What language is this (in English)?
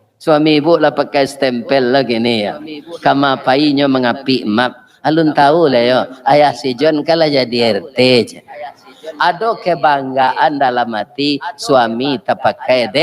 Minangkabau